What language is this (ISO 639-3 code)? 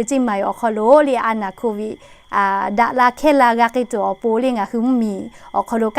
lhu